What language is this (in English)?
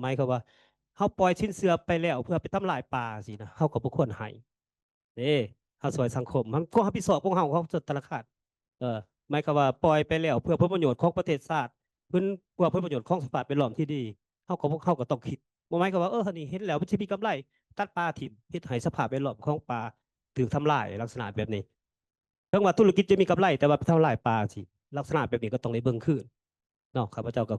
Lao